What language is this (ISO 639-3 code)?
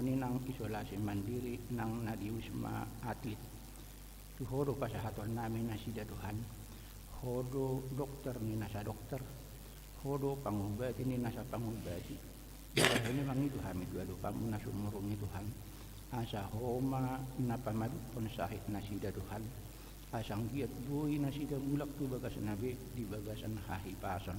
bbc